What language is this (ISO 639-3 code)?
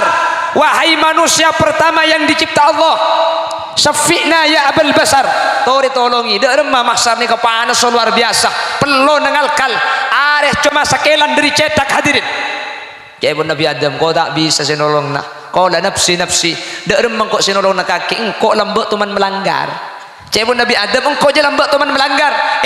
mad